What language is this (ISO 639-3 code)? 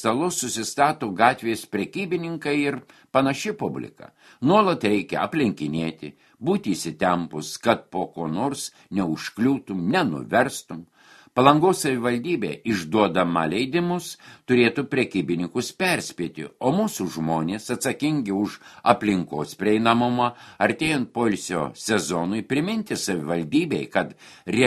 lit